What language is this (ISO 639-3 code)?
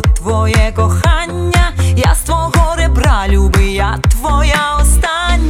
ukr